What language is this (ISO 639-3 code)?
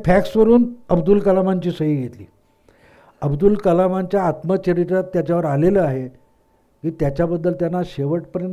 mar